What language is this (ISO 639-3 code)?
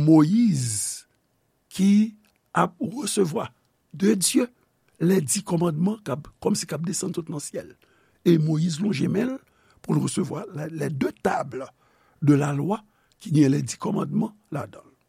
hat